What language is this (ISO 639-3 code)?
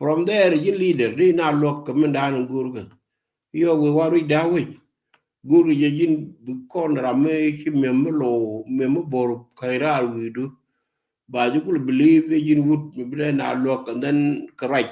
nus